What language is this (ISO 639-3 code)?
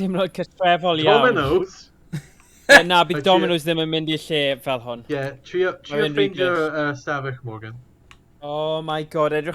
cym